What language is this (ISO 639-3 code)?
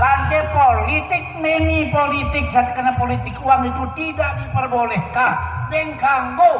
sas